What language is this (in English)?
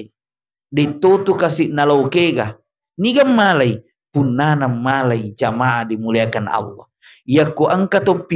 Buginese